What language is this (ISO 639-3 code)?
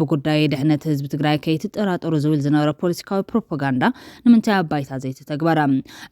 tir